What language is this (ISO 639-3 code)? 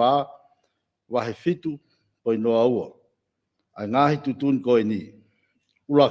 ton